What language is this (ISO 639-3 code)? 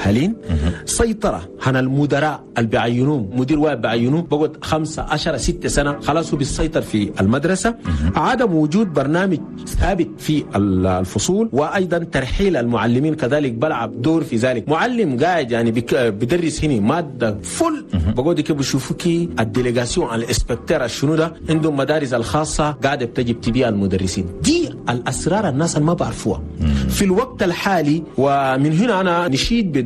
shu